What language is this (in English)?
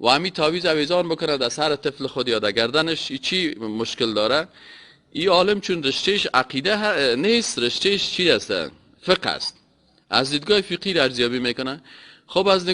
Persian